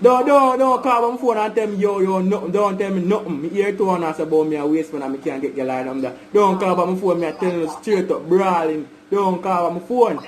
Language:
Jamaican Creole English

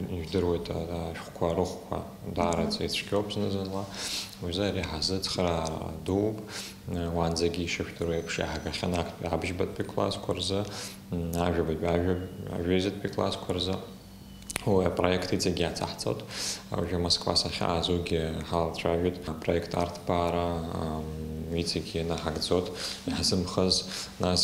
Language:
Abkhazian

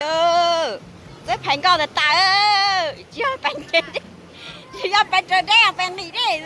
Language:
Hmong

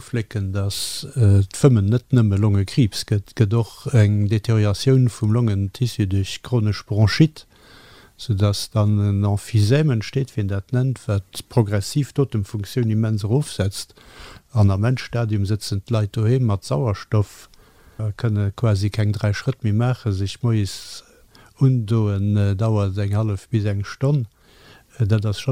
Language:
Luxembourgish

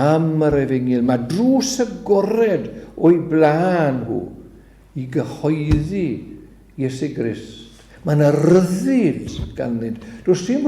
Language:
Welsh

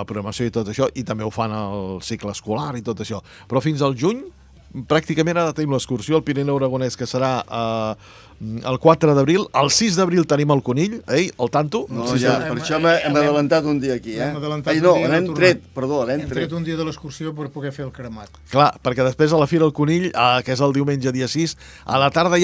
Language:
Catalan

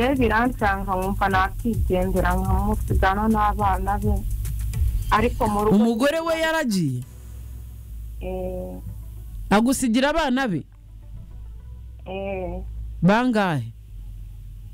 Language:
Kinyarwanda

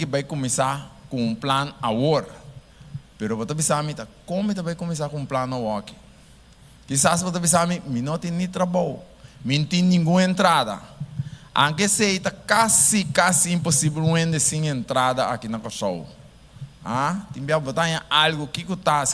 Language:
Papiamento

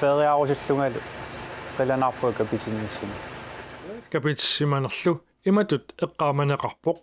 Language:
Kalaallisut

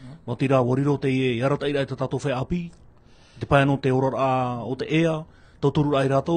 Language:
Tahitian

